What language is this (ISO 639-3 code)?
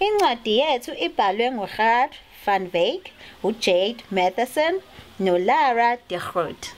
zul